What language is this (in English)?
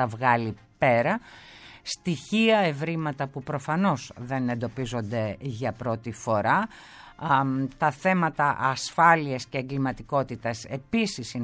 Greek